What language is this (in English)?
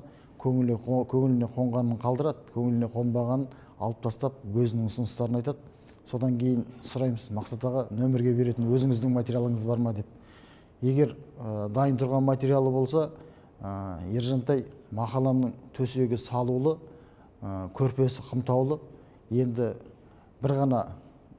Kazakh